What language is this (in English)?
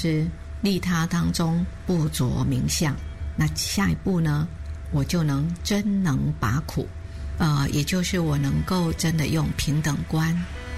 Chinese